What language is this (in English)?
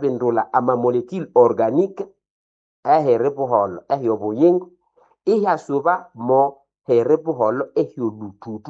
Nande